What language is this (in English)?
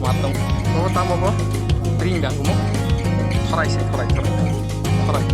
Kok Borok